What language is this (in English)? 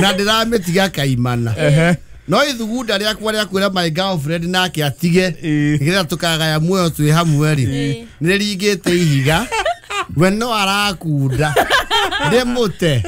Kikuyu